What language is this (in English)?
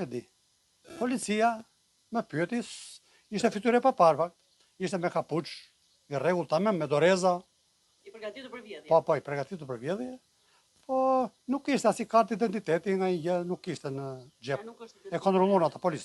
Albanian